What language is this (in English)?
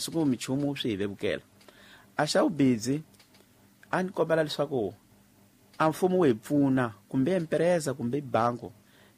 Tsonga